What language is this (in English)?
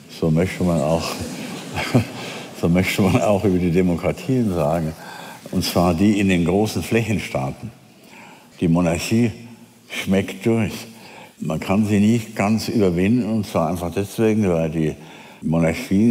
German